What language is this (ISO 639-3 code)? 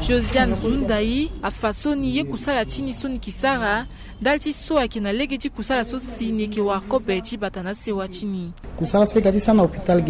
sag